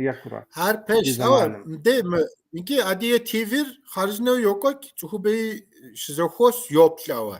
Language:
Kabardian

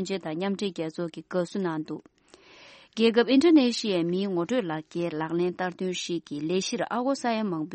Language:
Tibetan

